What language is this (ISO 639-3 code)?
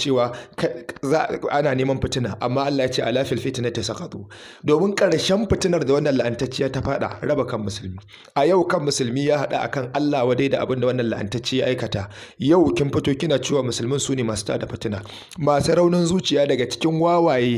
hau